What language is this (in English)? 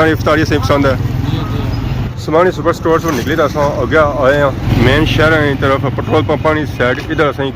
Pahari-Potwari